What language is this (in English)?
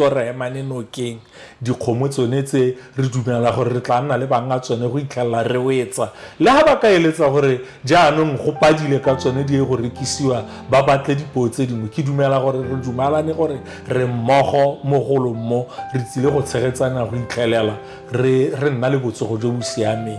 Tswana